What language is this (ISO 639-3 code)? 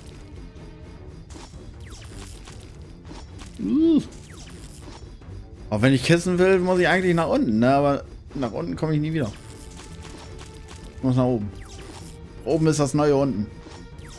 deu